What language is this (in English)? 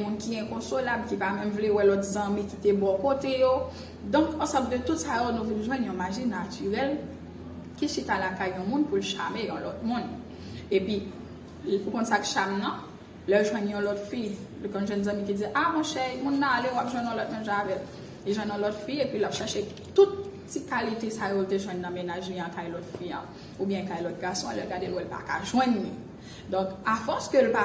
Haitian Creole